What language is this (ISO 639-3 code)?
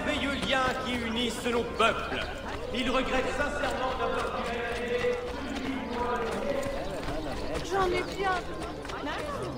fra